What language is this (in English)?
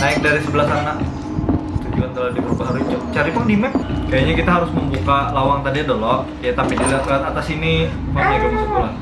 Banjar